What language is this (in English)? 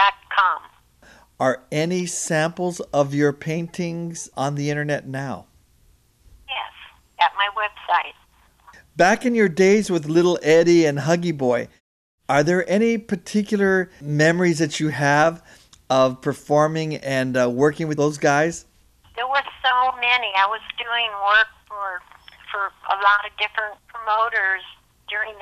English